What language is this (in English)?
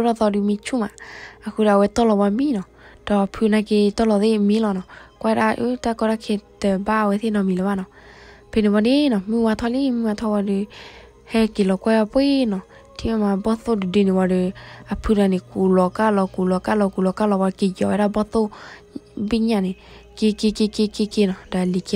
S'gaw Karen